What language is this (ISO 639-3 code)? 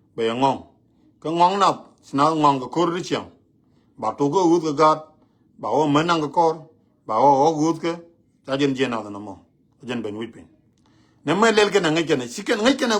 nus